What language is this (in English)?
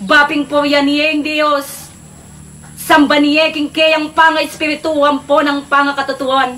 Pampanga